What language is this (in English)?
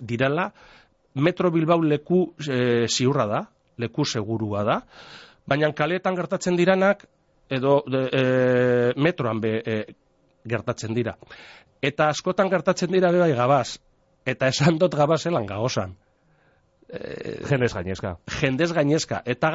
Basque